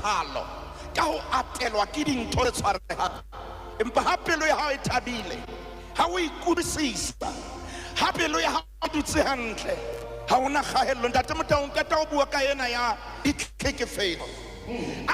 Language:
Southern Sotho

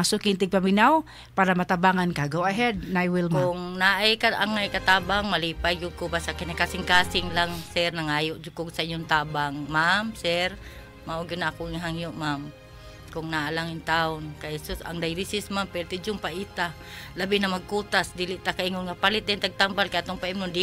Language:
Cebuano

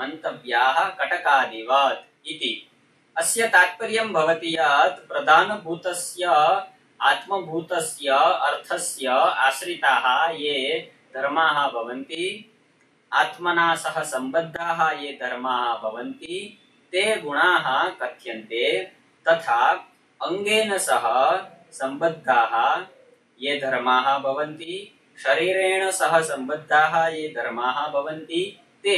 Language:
Sanskrit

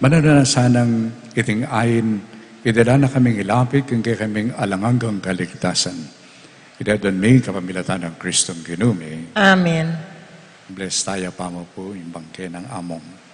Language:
Pampanga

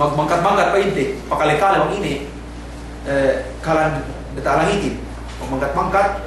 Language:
Yakan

